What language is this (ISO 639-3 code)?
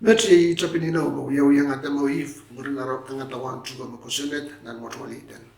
pon